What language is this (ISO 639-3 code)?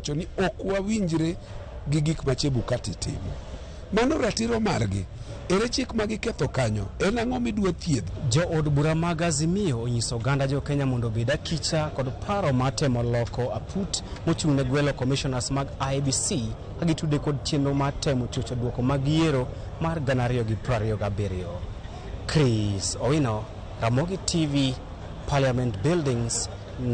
luo